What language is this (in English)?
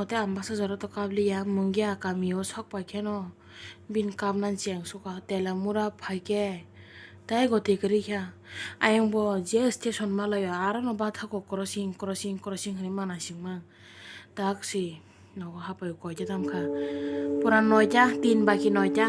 Kok Borok